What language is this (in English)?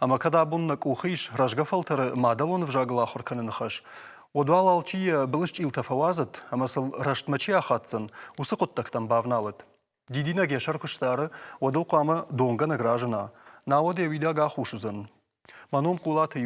Ossetic